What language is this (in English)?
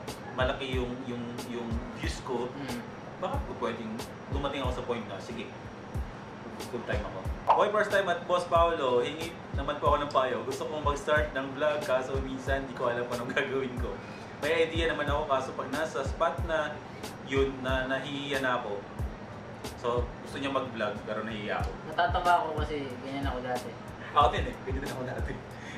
Filipino